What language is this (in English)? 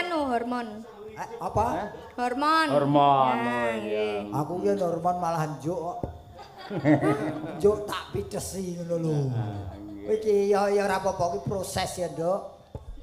Javanese